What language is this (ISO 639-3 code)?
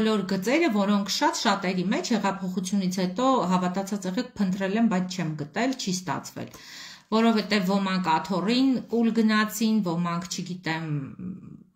hye